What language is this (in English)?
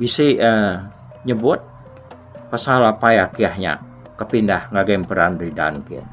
Iban